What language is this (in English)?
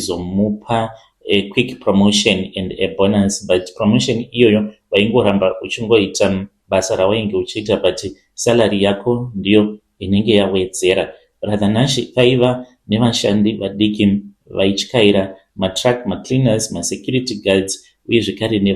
Shona